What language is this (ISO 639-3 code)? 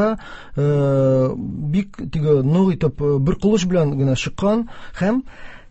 tat